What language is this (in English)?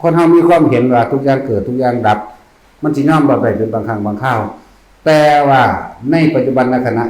Northeastern Thai